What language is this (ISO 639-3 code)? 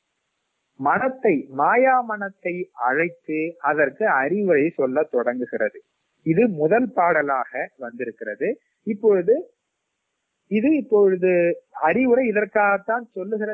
tam